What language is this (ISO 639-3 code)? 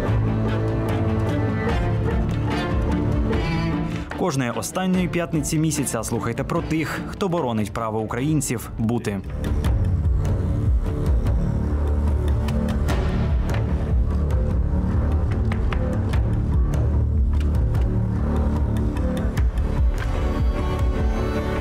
ukr